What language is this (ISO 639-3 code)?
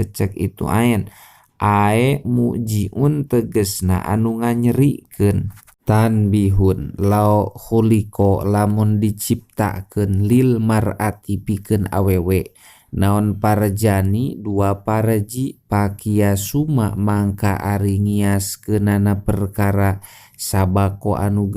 sun